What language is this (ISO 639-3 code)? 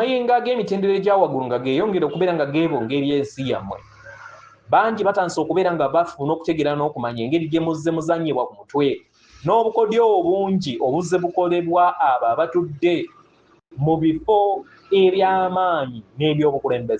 lug